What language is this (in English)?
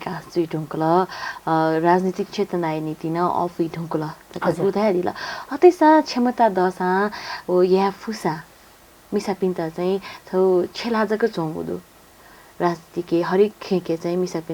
Newari